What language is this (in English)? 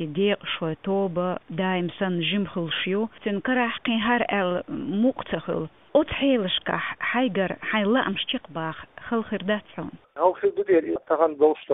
Chechen